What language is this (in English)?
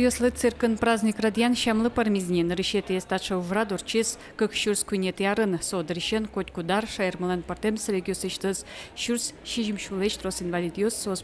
Udmurt